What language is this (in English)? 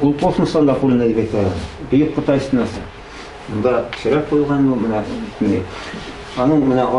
Tatar